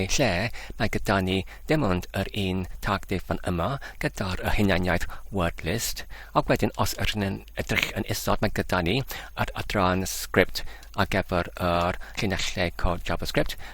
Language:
Welsh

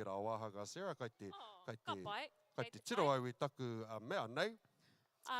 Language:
Māori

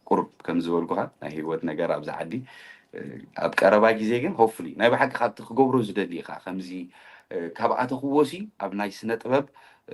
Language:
Tigrinya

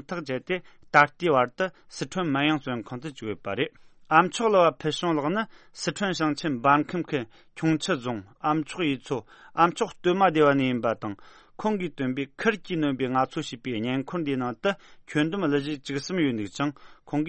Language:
Tibetan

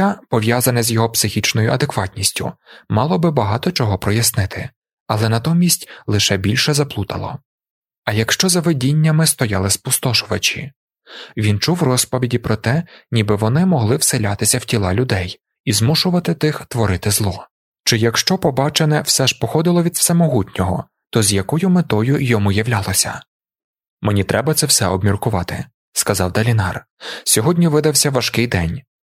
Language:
Ukrainian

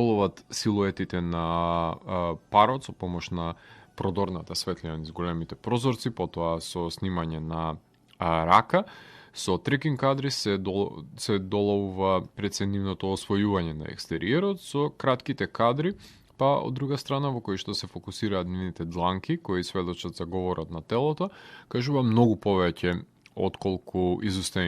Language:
Macedonian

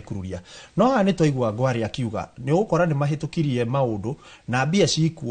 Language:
Kikuyu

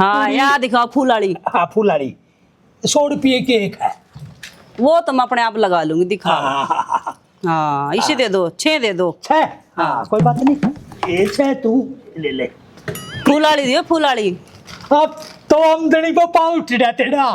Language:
Haryanvi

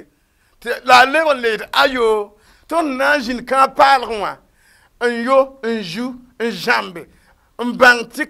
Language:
Mossi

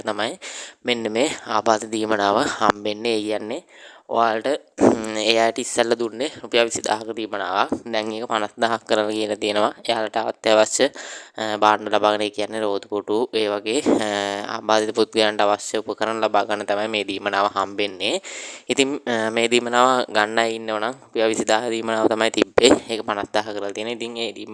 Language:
Sinhala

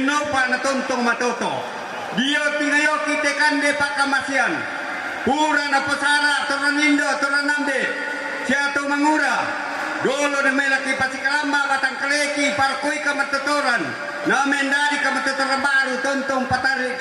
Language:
Toraja-Sa'dan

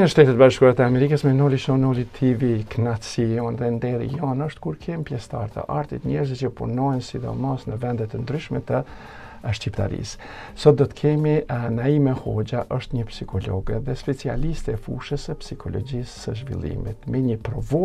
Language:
Albanian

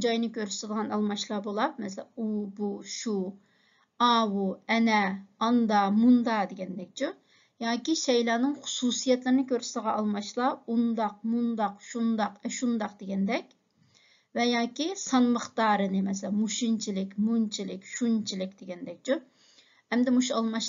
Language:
Uyghur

